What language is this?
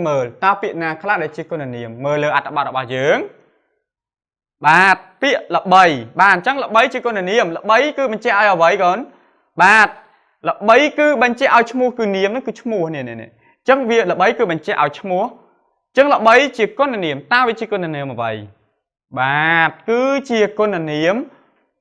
Khmer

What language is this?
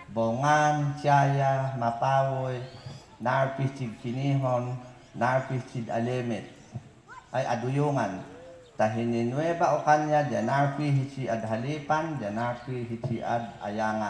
Mayoyao Ifugao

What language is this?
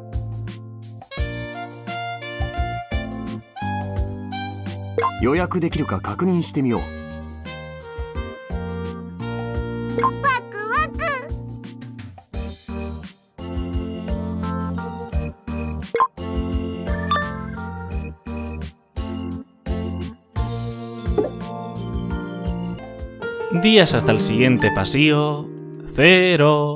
Japanese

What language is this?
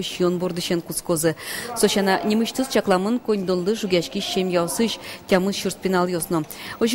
Udmurt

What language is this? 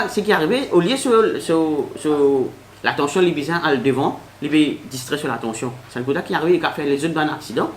Morisyen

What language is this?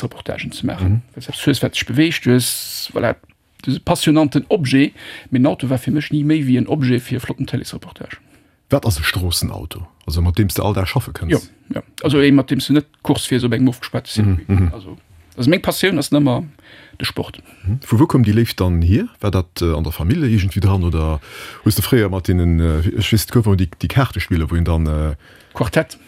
Luxembourgish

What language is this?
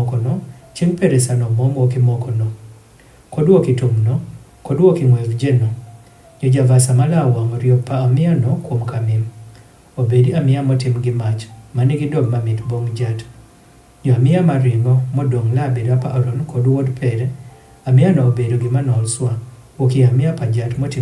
Adhola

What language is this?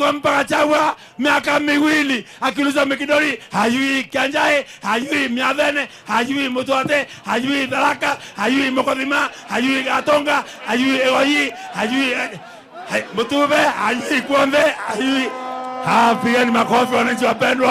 Gusii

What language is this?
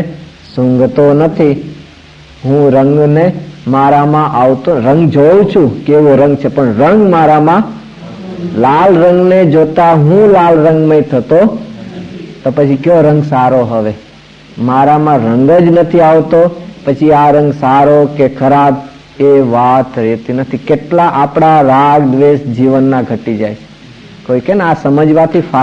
Gujarati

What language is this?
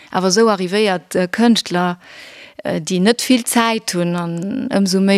Luxembourgish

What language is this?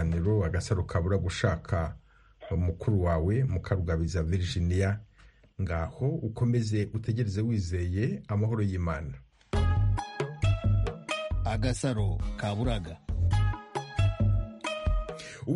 Kinyarwanda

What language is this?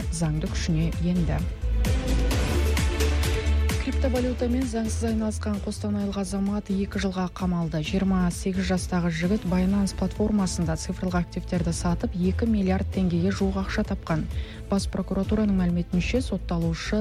Kazakh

